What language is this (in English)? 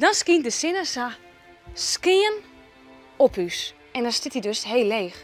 Western Frisian